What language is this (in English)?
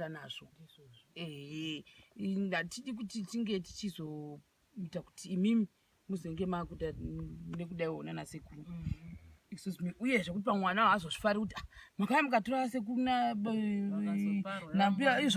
Shona